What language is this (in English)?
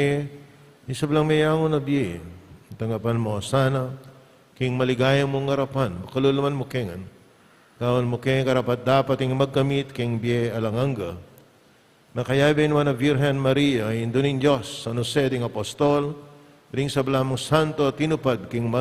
Pampanga